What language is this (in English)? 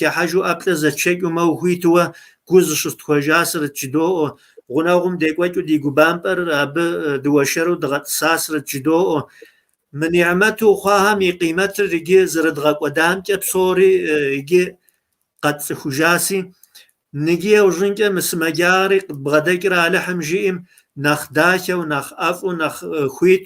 Kabardian